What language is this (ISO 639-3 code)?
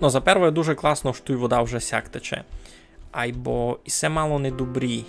rue